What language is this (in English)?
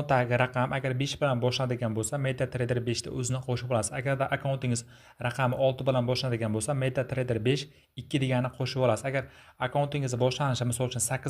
Uzbek